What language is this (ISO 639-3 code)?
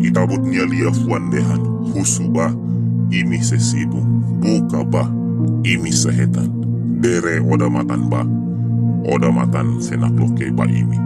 tet